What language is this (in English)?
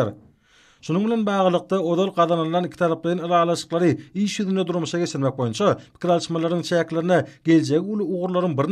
Turkmen